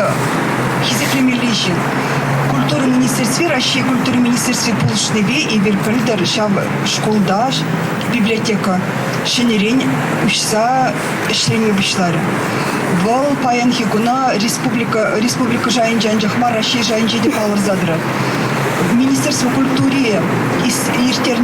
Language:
Chuvash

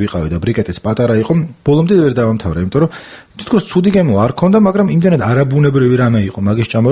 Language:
Georgian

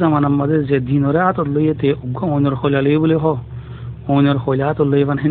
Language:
Rohingya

